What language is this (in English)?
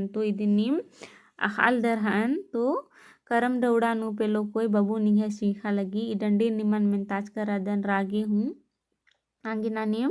Kurukh